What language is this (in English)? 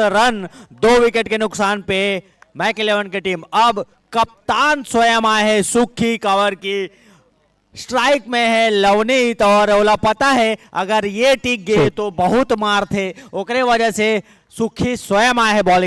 Chhattisgarhi